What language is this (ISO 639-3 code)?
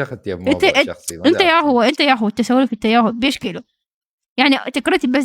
acm